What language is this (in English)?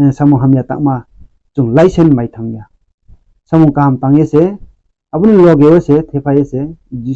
Riang (India)